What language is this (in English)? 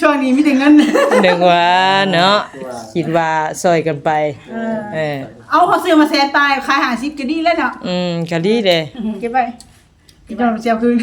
Northeastern Thai